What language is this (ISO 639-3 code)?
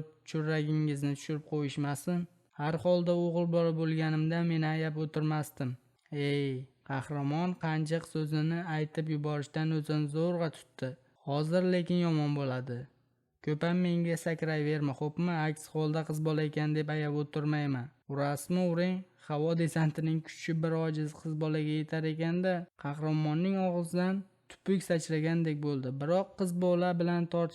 uzb